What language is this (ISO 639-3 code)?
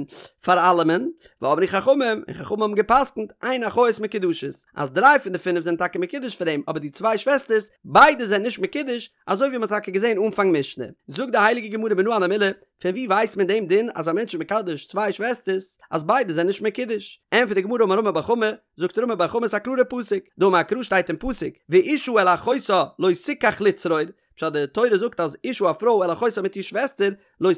yid